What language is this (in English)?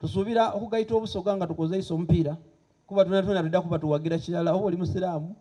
Soga